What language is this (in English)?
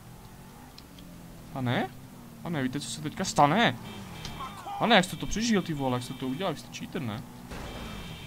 Czech